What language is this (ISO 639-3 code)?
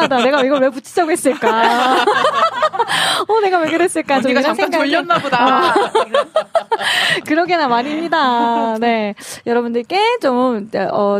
kor